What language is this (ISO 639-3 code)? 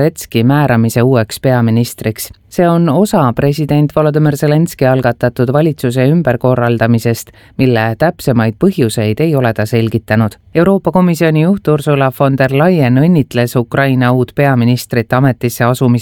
est